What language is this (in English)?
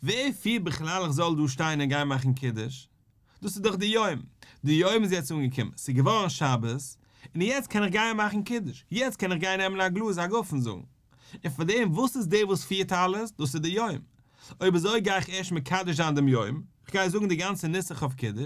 Yiddish